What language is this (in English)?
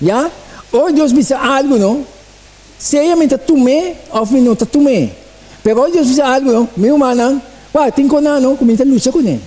Papiamento